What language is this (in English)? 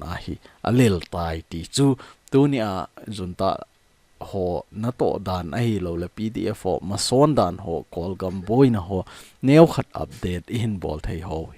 Thado Chin